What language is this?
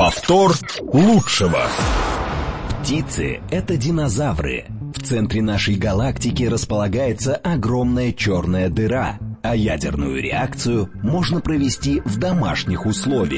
Russian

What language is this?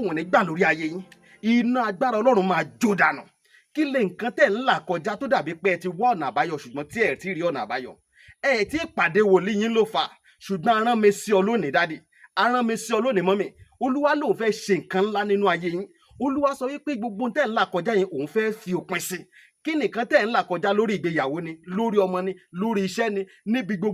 Yoruba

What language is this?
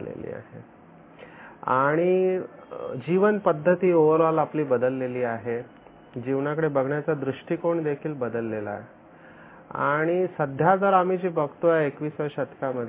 Marathi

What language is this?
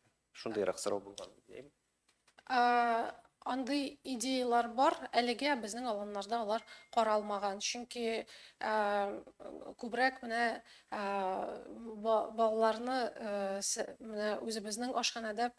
Tatar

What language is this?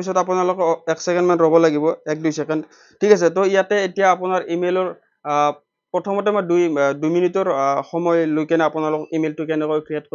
Assamese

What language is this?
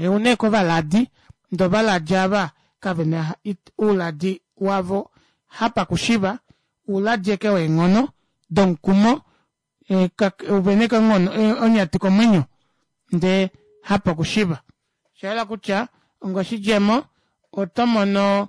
Kuanyama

